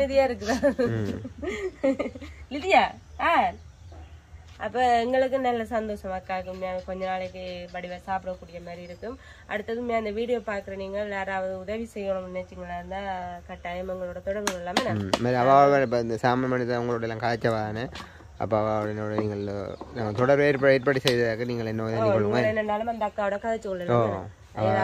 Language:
Tamil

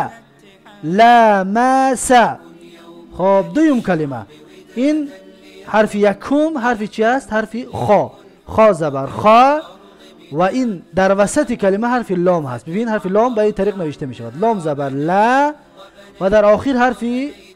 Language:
Tajik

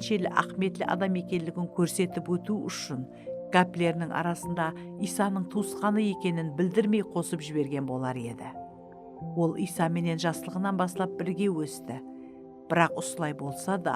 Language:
Kara-Kalpak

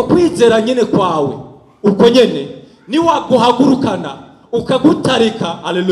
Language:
Rundi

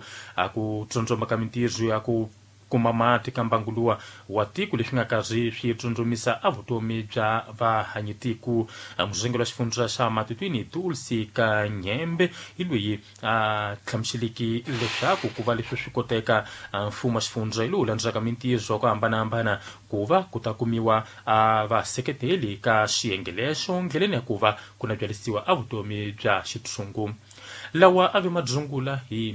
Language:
Tsonga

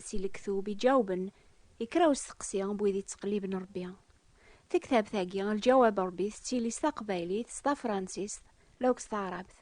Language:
Kabyle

